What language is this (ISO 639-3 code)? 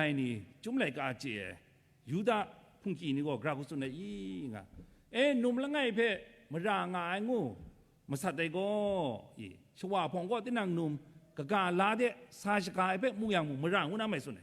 kac